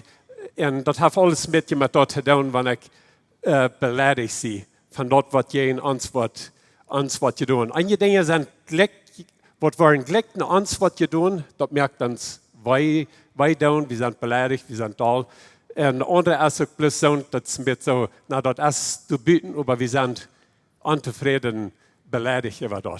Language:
Plautdietsch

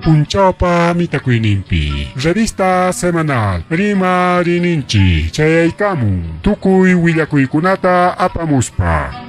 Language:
Ayacucho Quechua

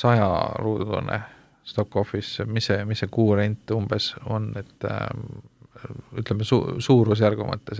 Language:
Estonian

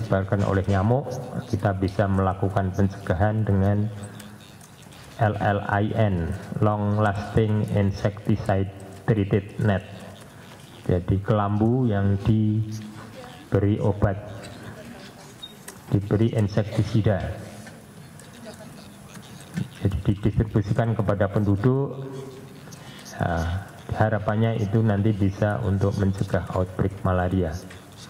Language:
Indonesian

